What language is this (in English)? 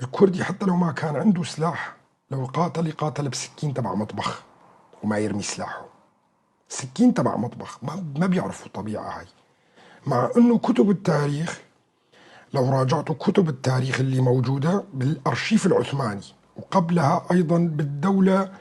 North Levantine Arabic